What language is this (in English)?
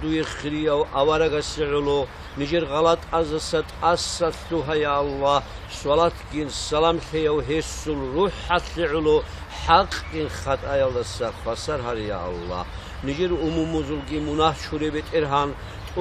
Avaric